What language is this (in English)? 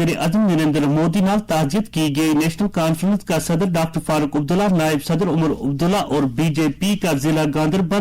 Gujari